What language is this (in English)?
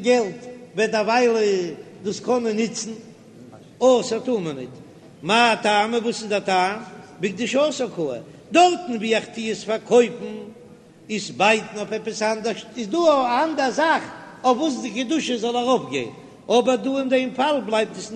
Yiddish